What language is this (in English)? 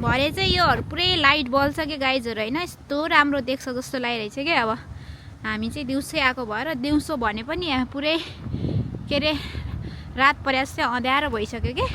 Nepali